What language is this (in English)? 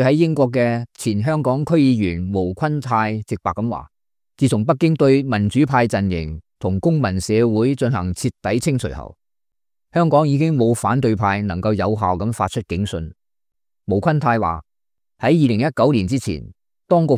Cantonese